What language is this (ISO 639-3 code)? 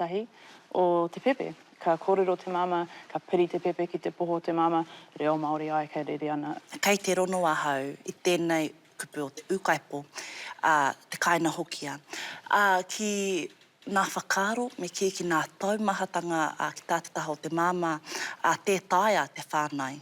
mri